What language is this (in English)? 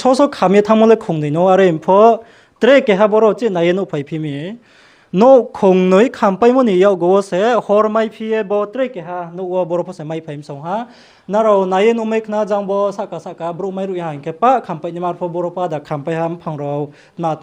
Riang (India)